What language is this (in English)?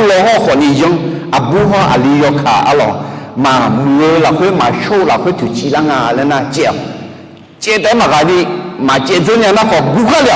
Akha